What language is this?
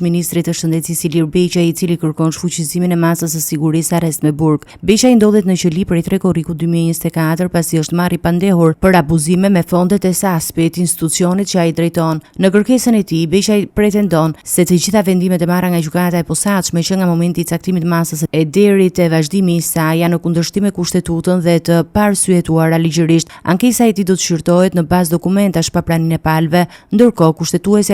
Albanian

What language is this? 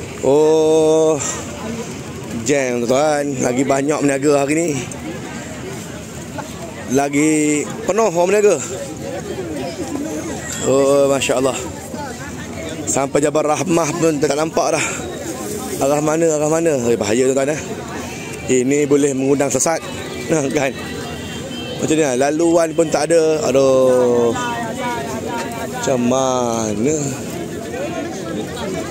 Malay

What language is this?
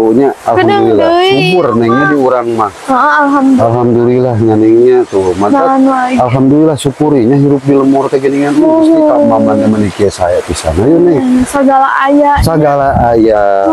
Sundanese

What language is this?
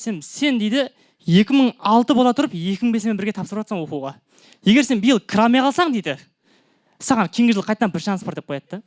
Kara-Kalpak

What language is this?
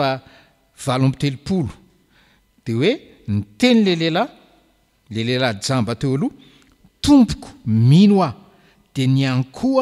Malagasy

